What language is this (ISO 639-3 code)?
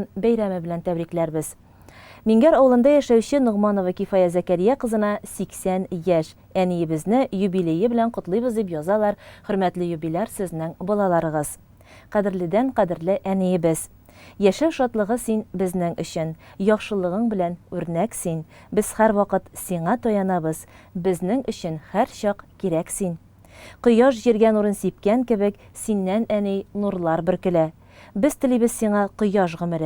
tat